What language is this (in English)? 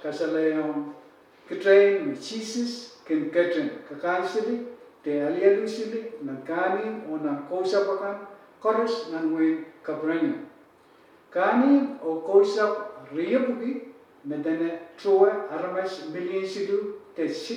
Pohnpeian